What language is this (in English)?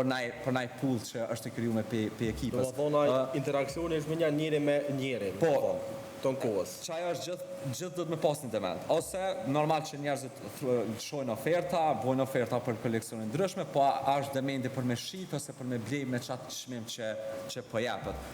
Albanian